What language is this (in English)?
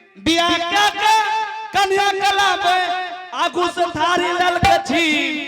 Angika